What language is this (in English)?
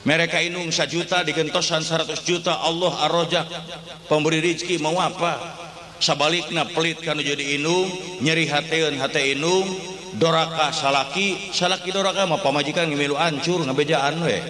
Sundanese